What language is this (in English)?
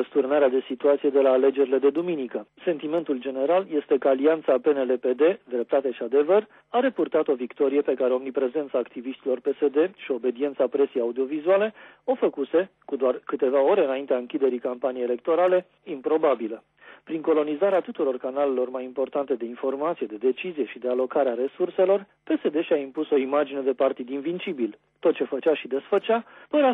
Romanian